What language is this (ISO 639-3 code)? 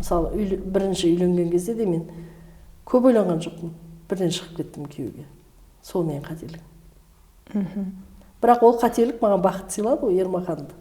kaz